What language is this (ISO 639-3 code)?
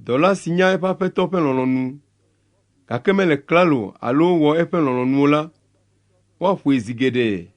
ewe